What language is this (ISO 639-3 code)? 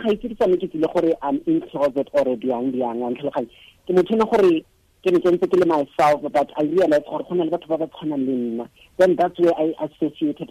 tsn